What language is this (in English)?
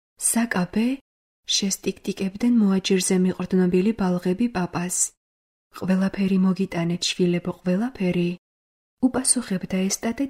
Georgian